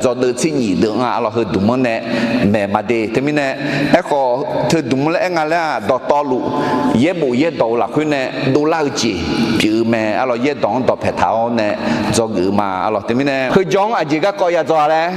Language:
Akha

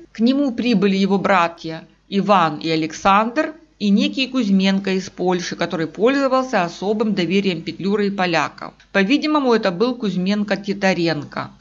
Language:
Russian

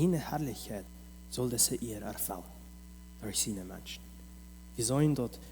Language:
Plautdietsch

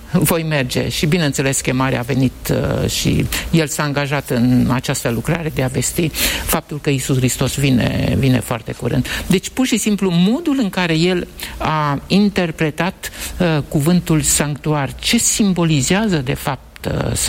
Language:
Romanian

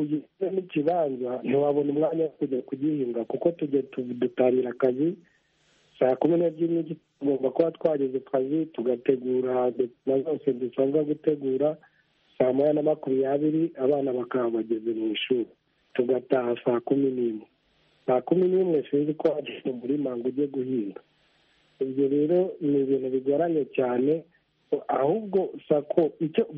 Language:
Kinyarwanda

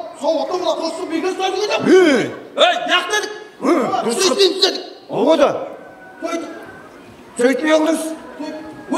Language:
Kara-Kalpak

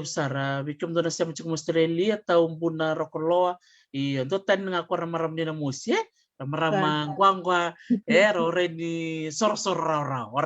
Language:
Fijian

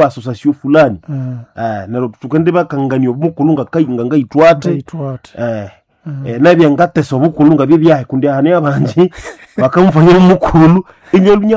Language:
Nande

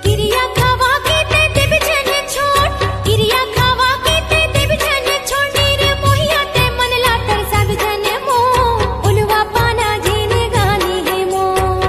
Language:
Chhattisgarhi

